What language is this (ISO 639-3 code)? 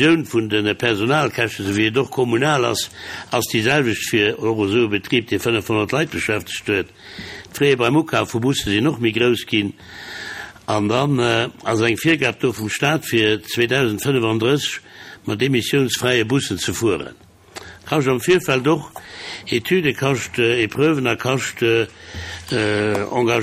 ltz